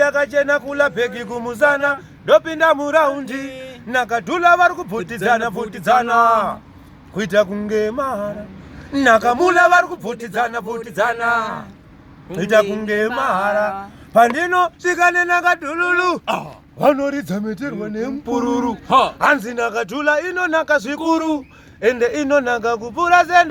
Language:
Shona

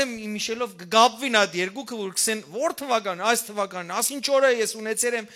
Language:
Western Armenian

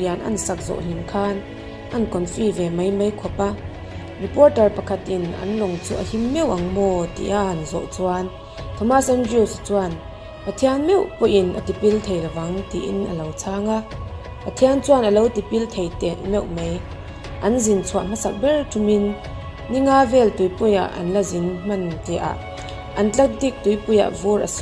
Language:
Mizo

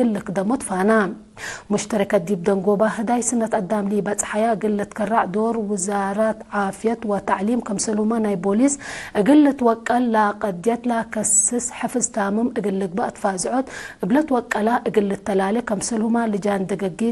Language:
Tigre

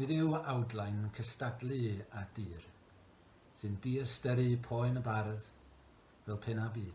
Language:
Welsh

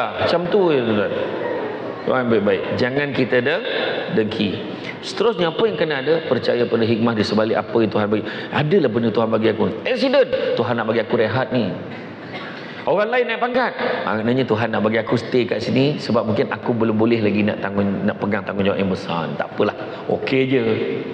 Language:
Malay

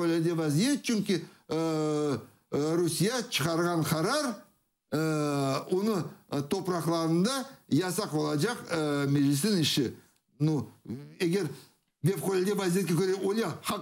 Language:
Crimean Tatar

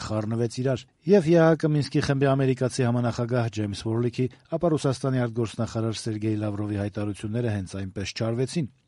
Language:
Armenian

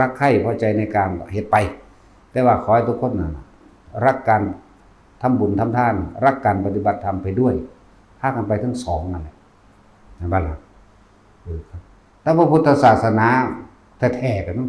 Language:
Northeastern Thai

